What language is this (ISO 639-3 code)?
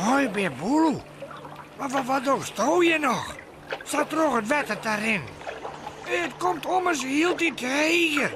fry